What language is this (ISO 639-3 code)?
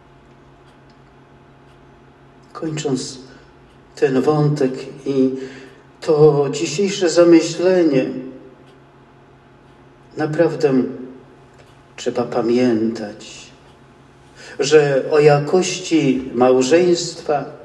pol